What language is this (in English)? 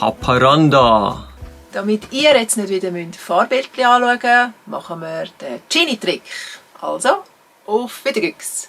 Swiss German